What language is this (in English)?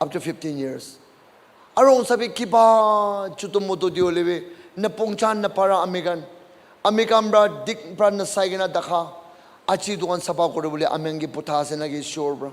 Naga Pidgin